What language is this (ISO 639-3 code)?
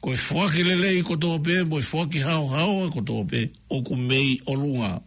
ton